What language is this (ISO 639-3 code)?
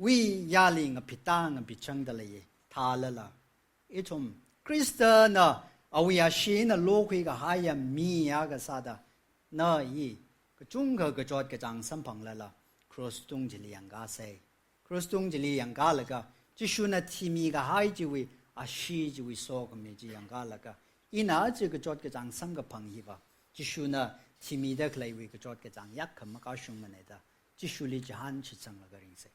nmf